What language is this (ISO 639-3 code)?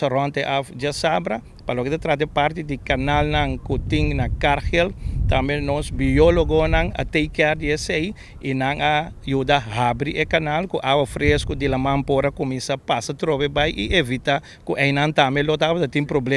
pap